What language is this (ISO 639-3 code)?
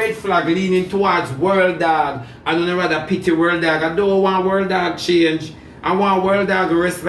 jam